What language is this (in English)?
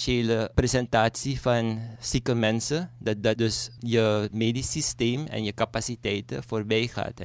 Dutch